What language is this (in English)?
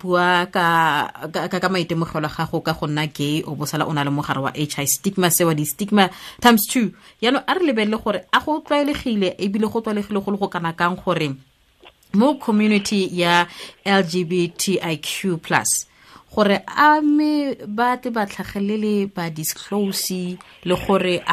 Tswana